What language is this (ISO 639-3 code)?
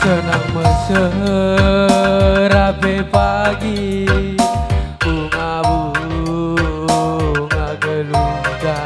btx